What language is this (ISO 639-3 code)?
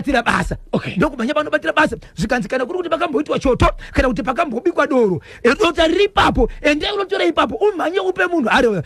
sna